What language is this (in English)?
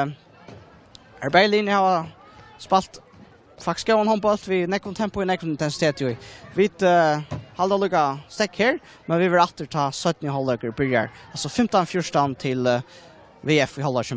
Faroese